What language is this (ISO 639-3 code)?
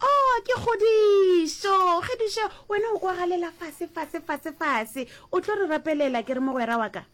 nso